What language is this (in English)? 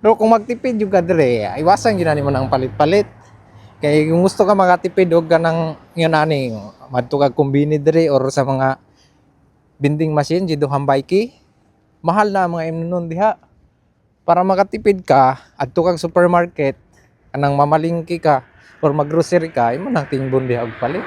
Cebuano